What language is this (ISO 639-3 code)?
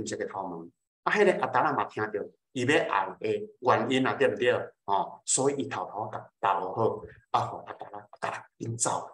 nan